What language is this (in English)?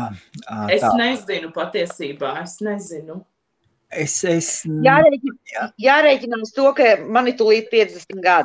Latvian